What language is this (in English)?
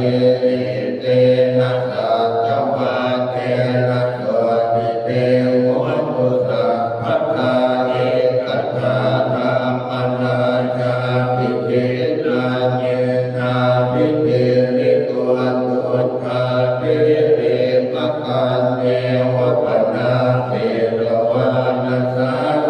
Pali